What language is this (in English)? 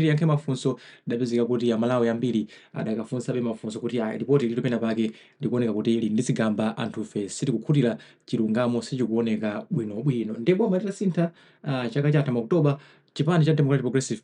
Nyanja